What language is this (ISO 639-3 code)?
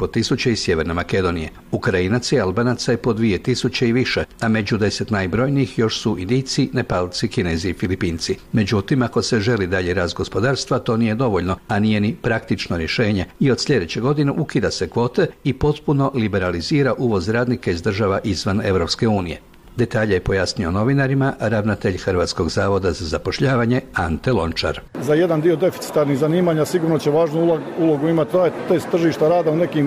hrv